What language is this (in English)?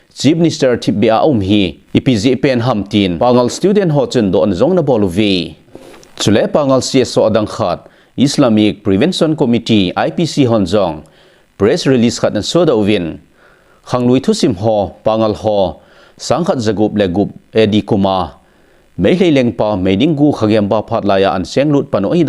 Thado Chin